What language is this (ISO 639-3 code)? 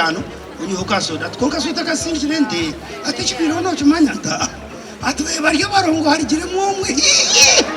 nyn